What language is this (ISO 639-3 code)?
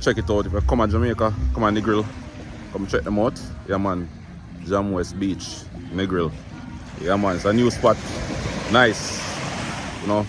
jam